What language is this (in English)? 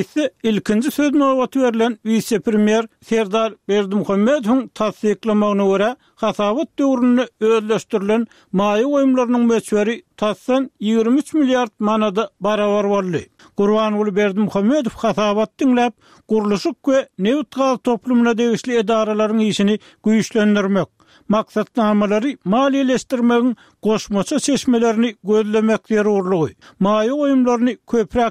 Turkmen